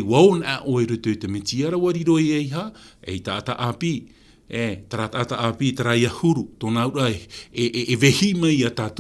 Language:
Tahitian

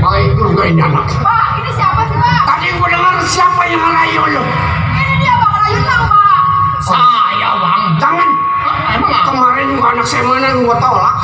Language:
Betawi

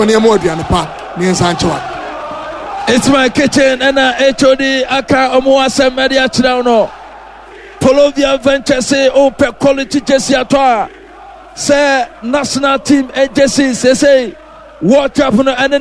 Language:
Akan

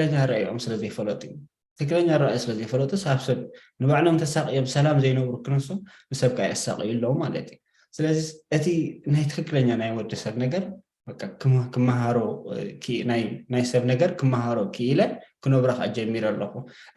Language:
Tigrinya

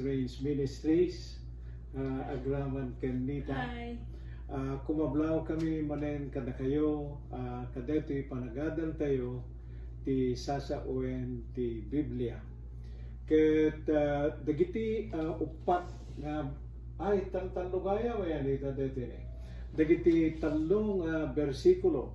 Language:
Iloko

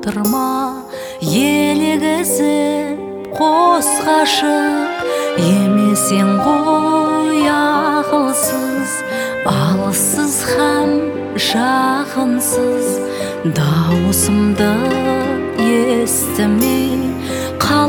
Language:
Kazakh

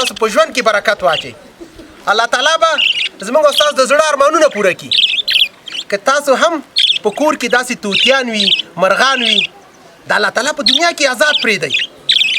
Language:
Pashto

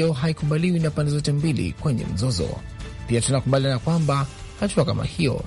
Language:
Swahili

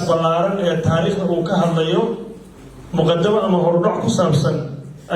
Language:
Somali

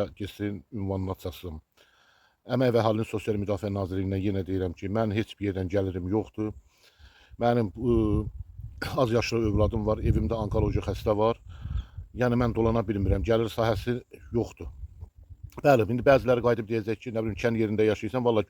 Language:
Azerbaijani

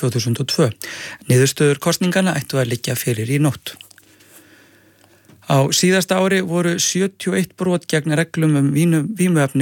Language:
Icelandic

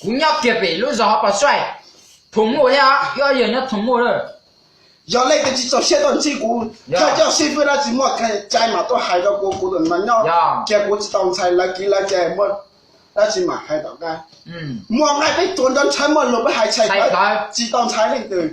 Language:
Hmong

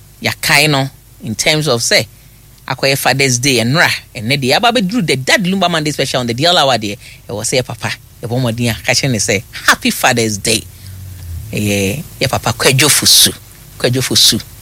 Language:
Akan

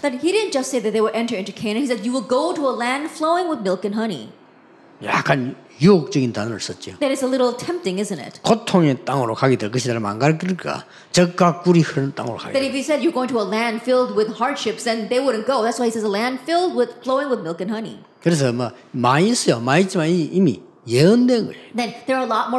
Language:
Korean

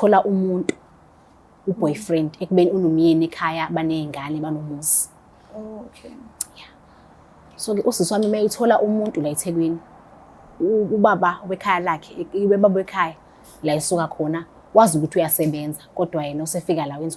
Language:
Zulu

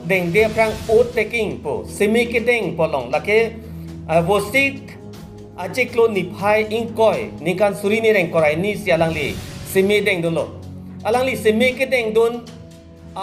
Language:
Karbi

